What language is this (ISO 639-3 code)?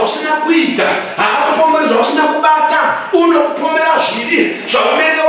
sna